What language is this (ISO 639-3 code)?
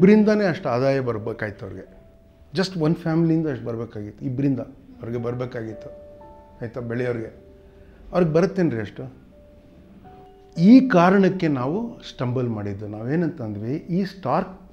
kan